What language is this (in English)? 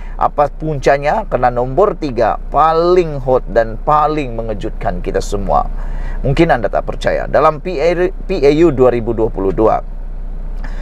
Malay